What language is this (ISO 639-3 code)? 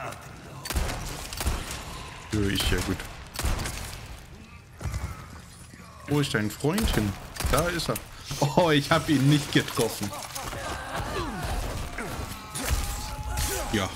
deu